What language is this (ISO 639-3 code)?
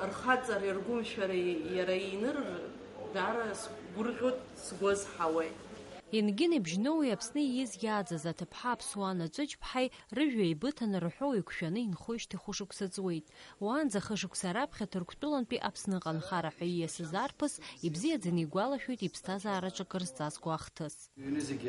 abk